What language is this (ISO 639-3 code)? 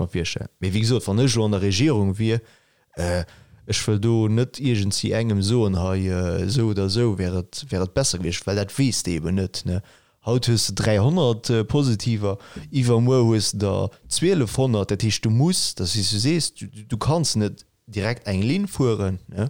ltz